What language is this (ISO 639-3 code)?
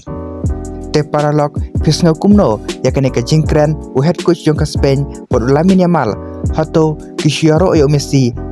kha